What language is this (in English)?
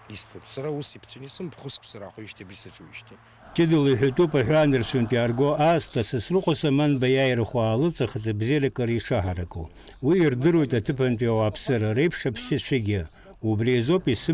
Abkhazian